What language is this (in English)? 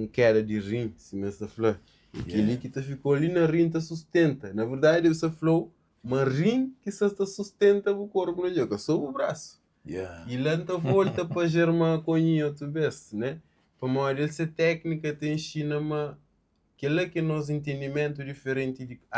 Kabuverdianu